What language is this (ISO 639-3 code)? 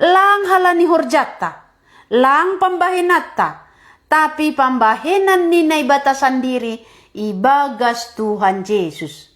bts